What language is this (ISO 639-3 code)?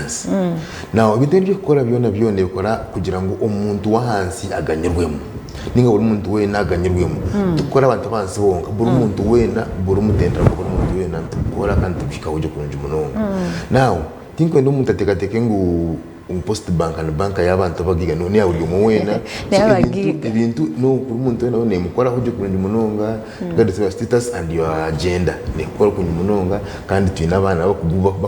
nyn